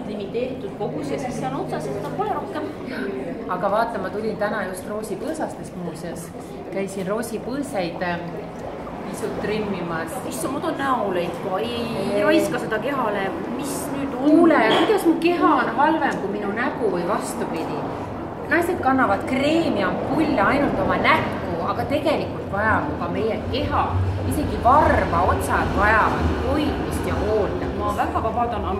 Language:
Estonian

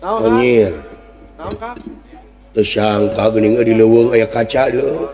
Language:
Sundanese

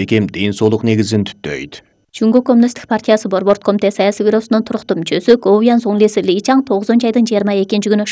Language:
Kyrgyz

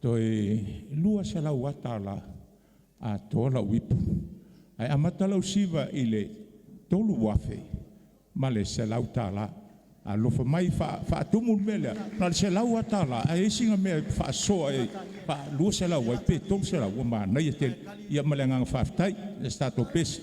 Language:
Samoan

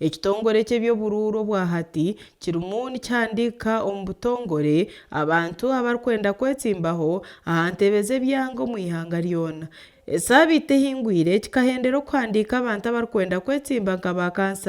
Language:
Nyankole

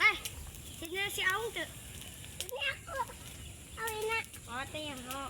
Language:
Sundanese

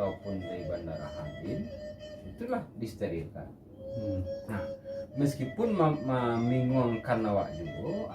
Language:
Minangkabau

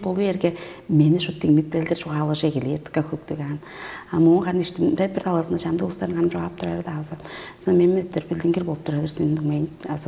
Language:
Tuvinian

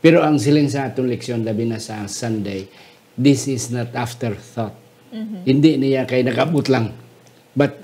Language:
Hiligaynon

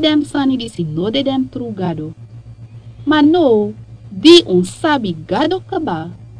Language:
Sranan Tongo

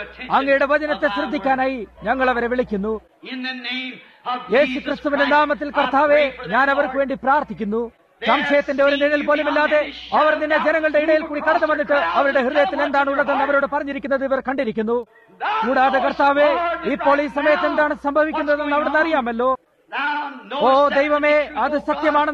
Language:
Malayalam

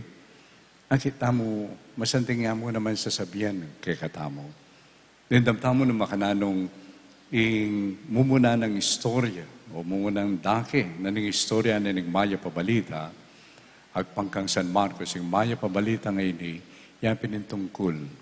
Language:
Pampanga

